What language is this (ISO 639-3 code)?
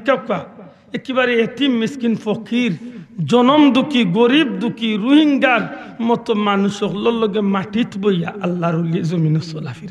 syl